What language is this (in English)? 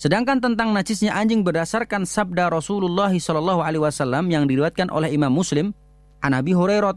Indonesian